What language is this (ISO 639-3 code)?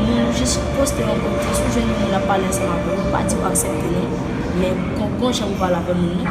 hat